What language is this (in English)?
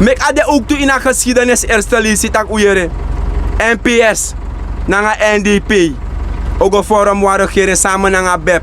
Sranan Tongo